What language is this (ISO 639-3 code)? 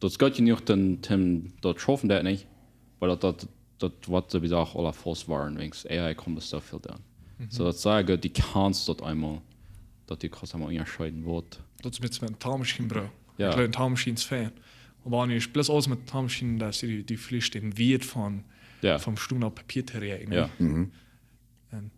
pdt